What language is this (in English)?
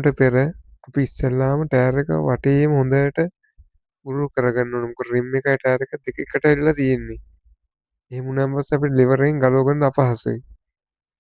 Sinhala